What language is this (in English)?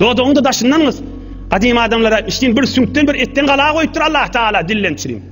Turkmen